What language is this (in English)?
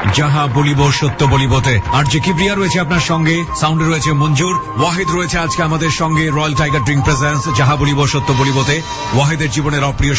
Bangla